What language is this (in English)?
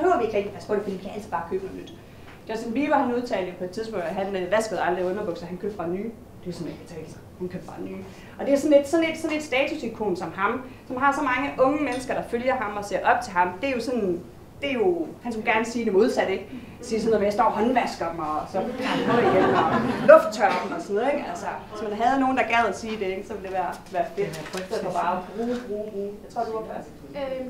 Danish